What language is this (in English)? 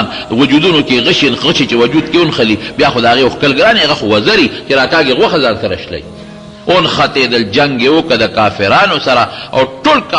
Pashto